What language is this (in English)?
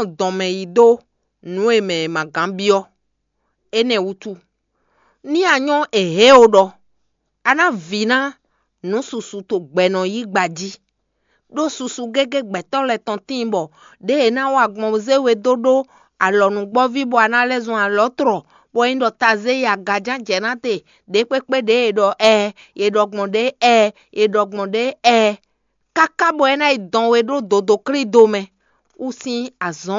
Fon